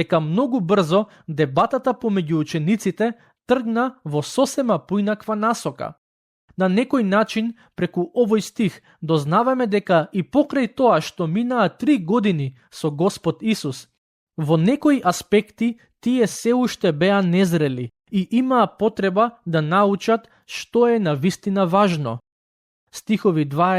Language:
Macedonian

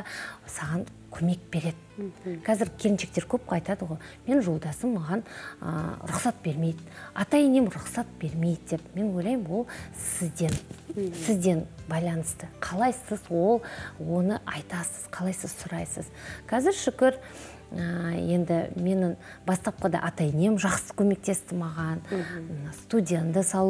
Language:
Kazakh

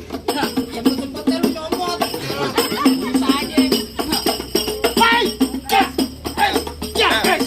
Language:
Betawi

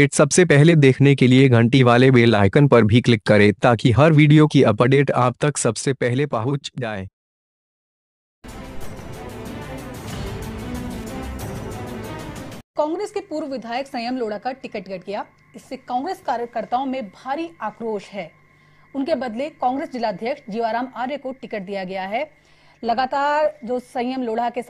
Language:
Hindi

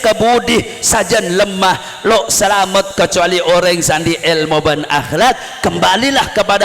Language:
Madurese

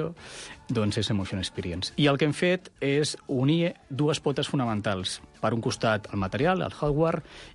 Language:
Catalan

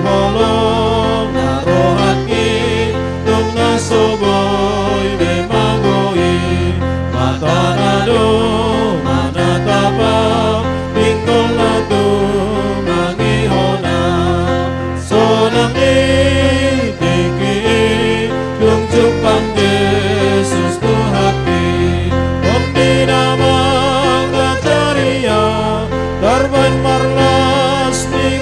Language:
Batak Toba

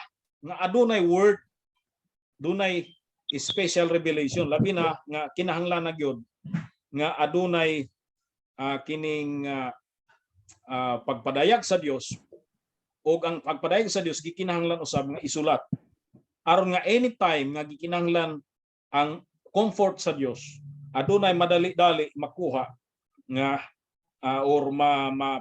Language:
Cebuano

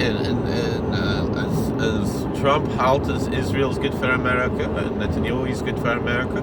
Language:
Yiddish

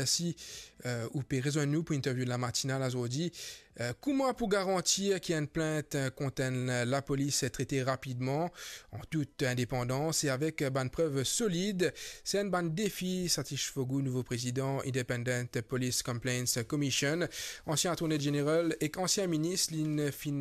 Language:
Morisyen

